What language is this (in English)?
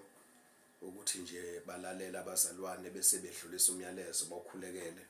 Zulu